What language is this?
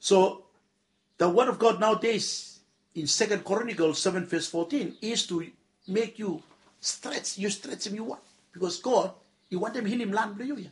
Bislama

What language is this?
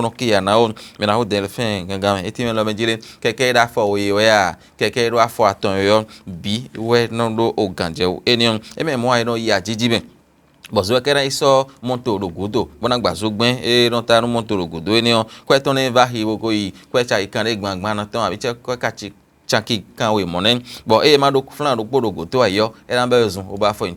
Fon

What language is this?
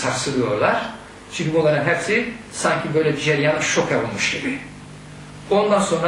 Turkish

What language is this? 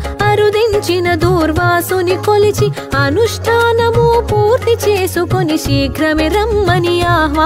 Telugu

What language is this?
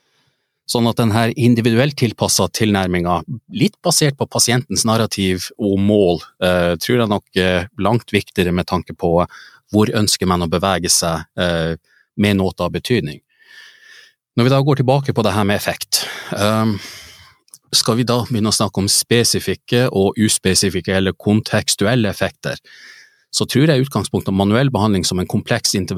Norwegian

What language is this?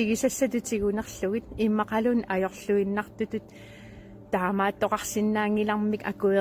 Kalaallisut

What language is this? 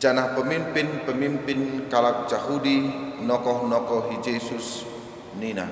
Batak Karo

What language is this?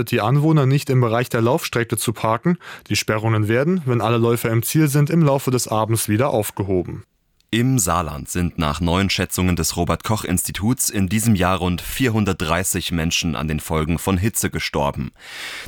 German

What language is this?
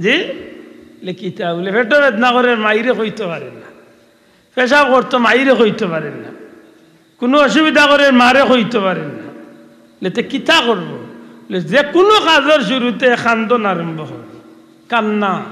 Sylheti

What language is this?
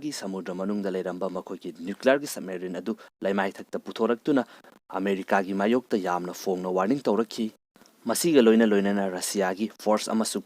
Manipuri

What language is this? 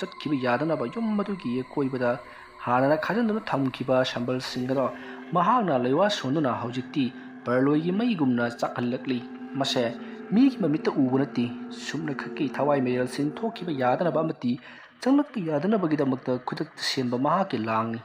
Manipuri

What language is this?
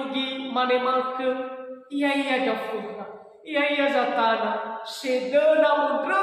Nias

